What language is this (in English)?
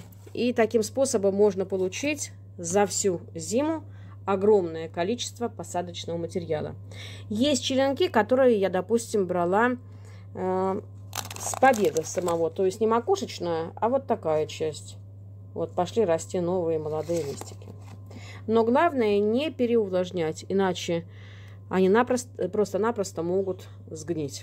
Russian